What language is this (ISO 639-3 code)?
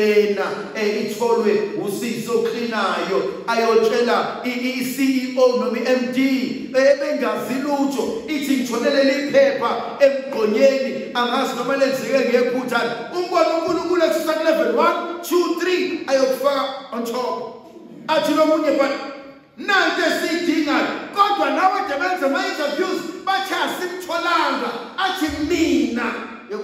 zul